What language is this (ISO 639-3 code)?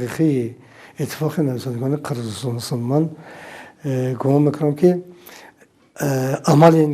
tgk